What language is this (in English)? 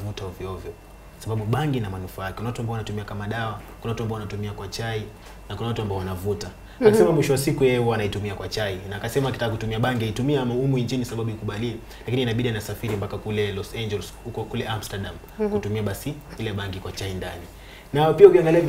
Swahili